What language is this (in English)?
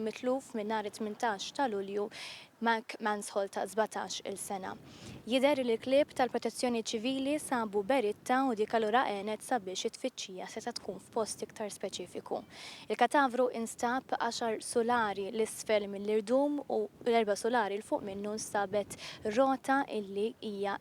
Maltese